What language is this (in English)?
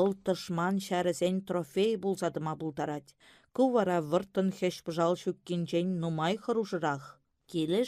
Chuvash